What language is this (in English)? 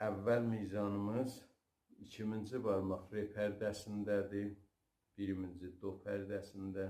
South Azerbaijani